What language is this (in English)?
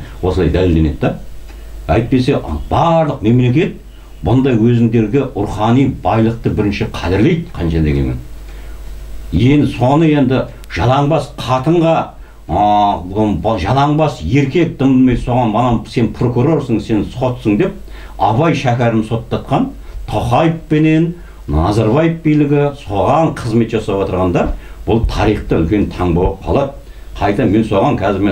Kazakh